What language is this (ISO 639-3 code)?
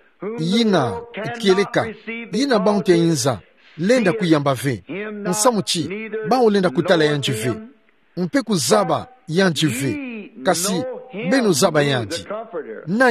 ktu